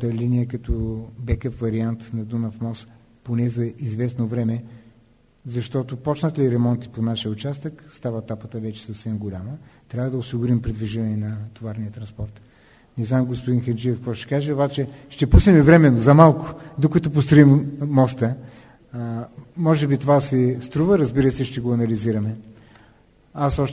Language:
Bulgarian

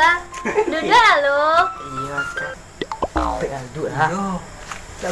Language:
Minangkabau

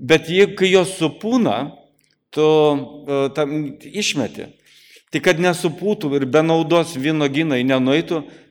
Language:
Lithuanian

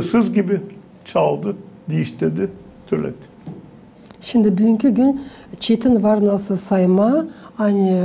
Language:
Gagauz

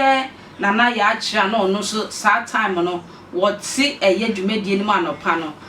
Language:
Akan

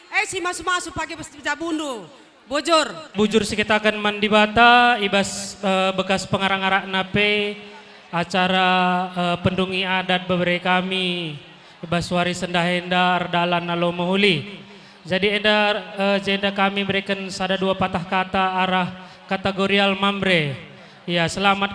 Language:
Batak Karo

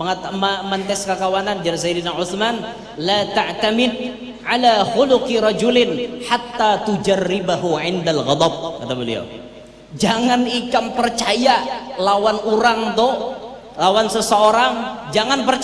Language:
Banjar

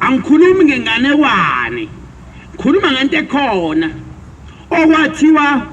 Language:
Zulu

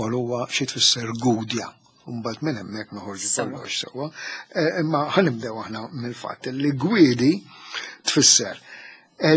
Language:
Maltese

